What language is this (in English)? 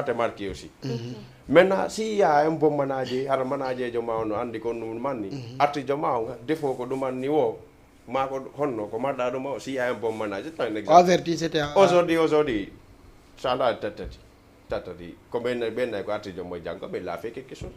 Fula